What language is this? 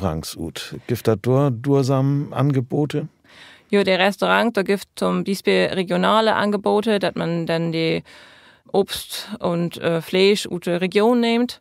Low German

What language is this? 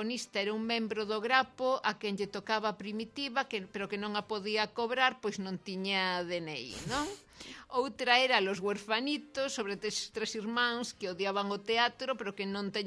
Galician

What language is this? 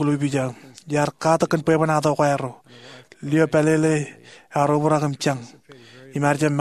Marshallese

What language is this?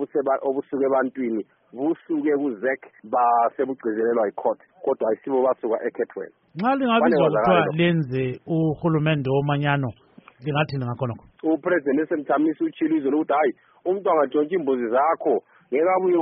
North Ndebele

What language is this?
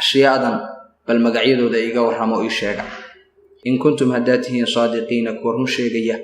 Somali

